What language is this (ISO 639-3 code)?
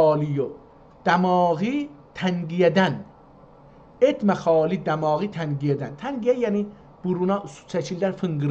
azb